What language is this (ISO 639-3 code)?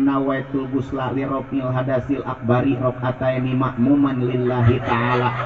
sun